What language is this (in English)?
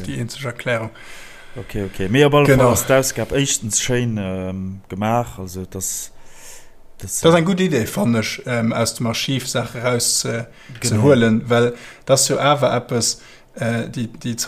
Luxembourgish